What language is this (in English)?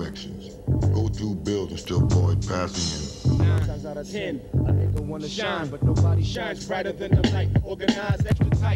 English